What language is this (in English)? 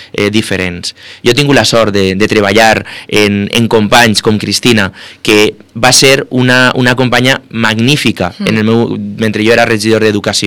Catalan